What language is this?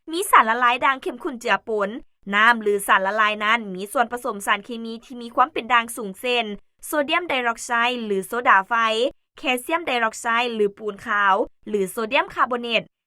Lao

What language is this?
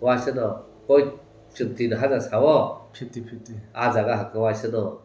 Kok Borok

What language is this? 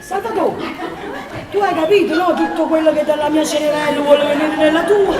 Neapolitan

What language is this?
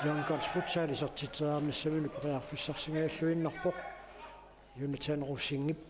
Kalaallisut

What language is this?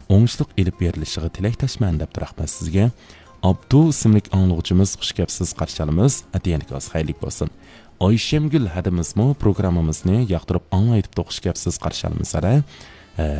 Uyghur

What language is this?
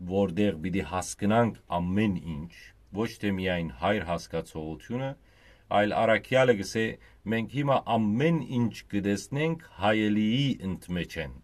Western Armenian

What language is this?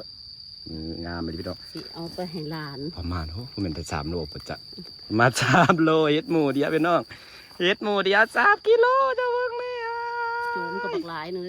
Northeastern Thai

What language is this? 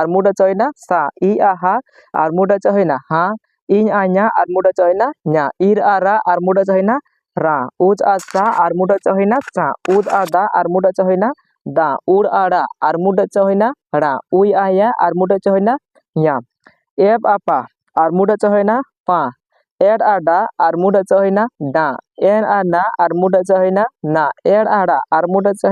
Santali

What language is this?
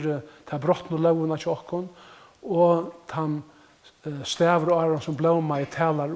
Faroese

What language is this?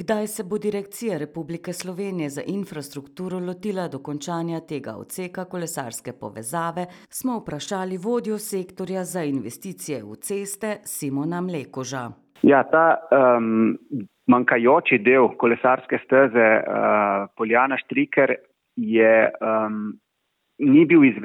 Slovenian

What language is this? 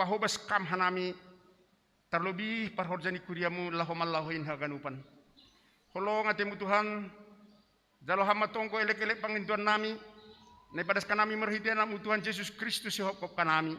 Batak Simalungun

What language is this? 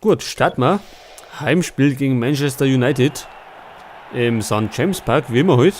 Bavarian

